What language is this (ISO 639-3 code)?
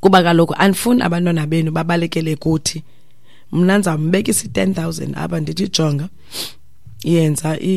xho